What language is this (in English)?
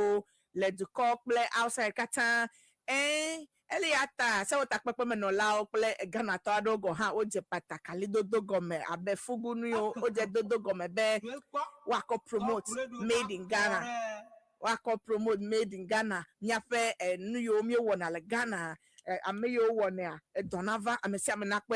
Ewe